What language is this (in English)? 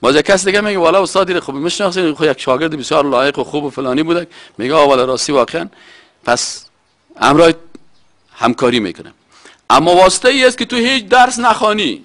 Persian